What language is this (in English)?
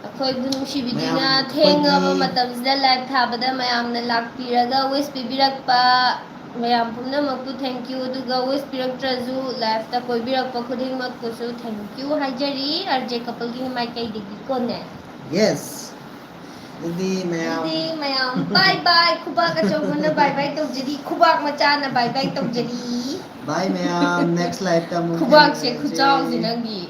Manipuri